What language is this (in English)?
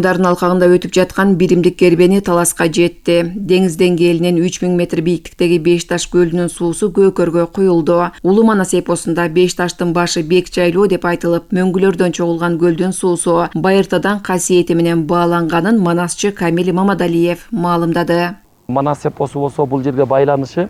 Kyrgyz